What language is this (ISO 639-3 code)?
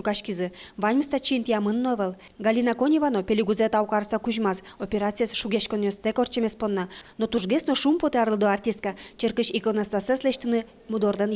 udm